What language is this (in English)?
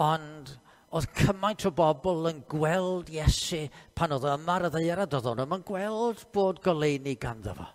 Welsh